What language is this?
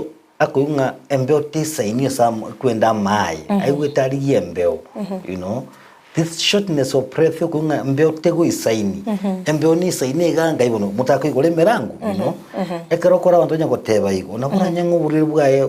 Gusii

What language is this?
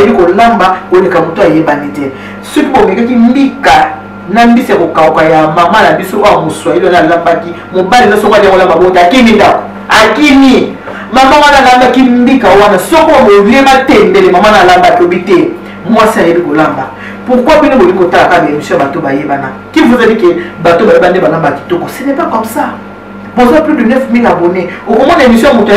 Lingala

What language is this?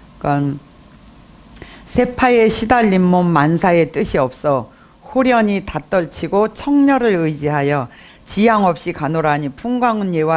Korean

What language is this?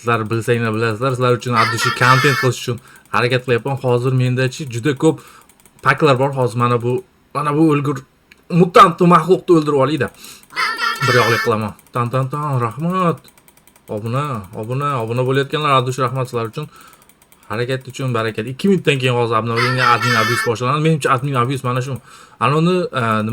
Uzbek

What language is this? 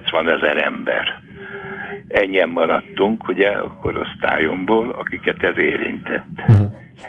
Hungarian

